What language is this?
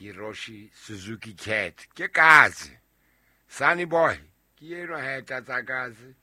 Southern Sotho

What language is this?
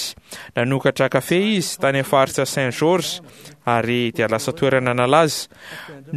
Malagasy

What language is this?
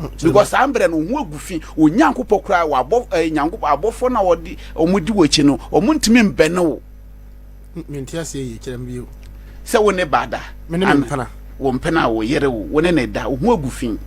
Akan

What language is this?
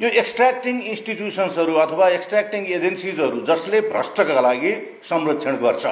Nepali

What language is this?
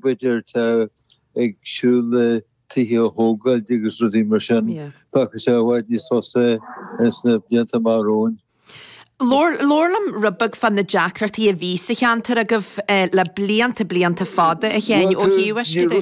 Irish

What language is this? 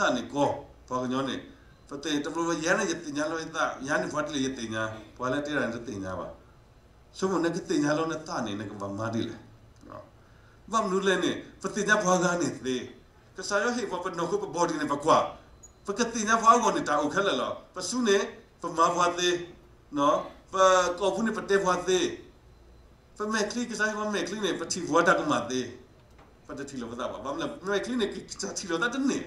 S'gaw Karen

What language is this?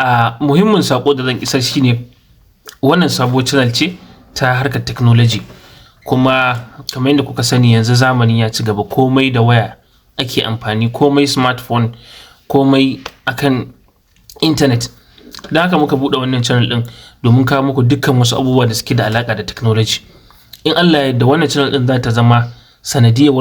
Hausa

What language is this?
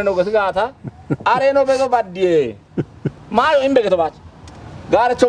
Kafa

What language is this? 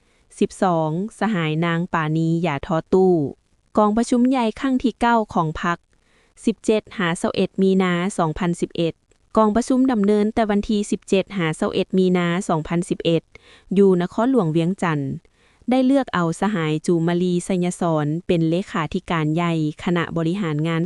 Lao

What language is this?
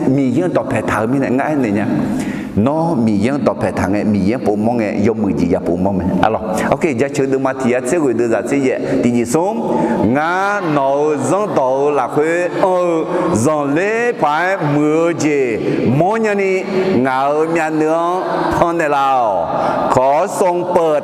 Akha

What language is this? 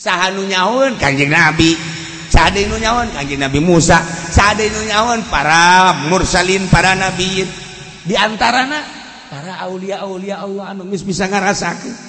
Sundanese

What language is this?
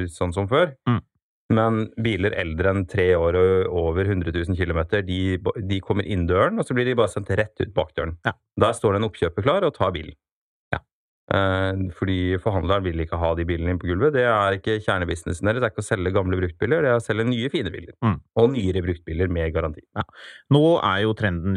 Norwegian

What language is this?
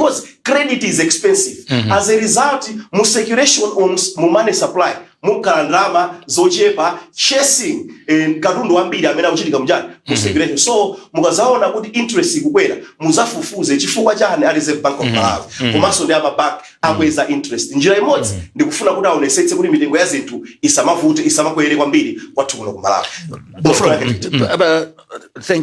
Nyanja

